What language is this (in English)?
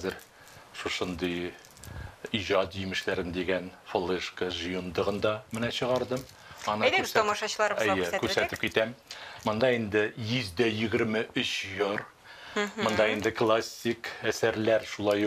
Tatar